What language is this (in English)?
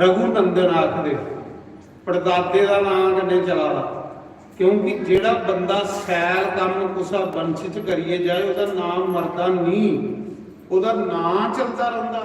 Dogri